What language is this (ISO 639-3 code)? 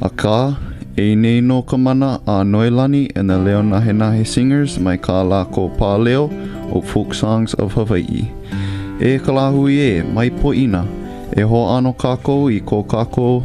haw